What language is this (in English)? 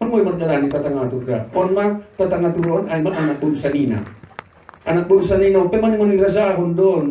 Batak Simalungun